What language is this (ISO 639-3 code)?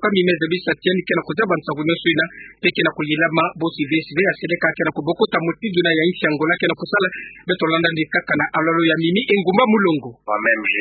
ktu